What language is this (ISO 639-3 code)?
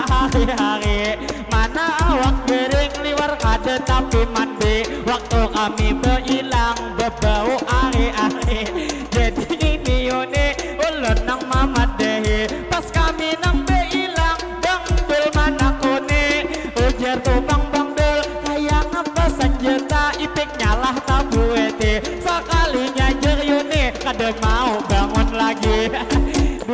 bjn